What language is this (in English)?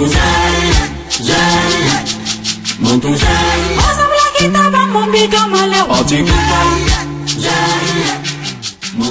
Bissa